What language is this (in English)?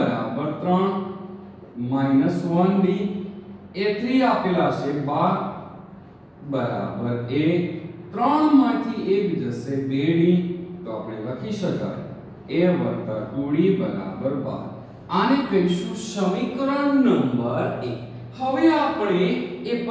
Gujarati